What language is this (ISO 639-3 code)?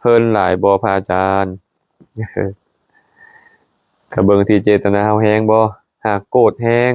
lao